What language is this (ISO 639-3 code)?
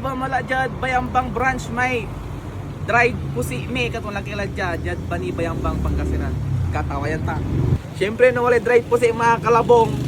pag